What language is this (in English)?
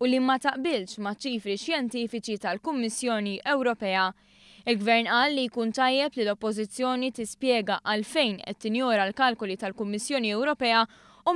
Maltese